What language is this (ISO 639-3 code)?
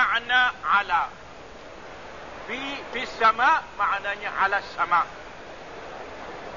msa